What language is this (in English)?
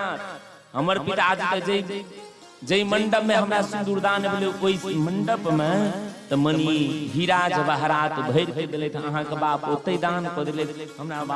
Maithili